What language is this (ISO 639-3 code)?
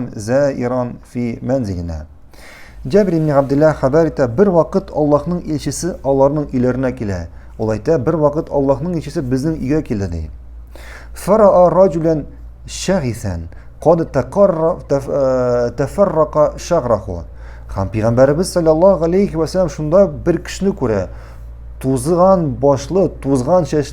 tat